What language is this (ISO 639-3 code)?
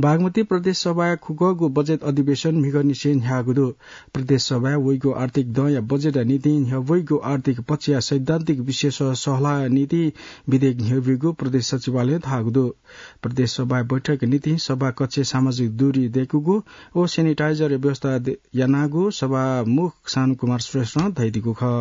new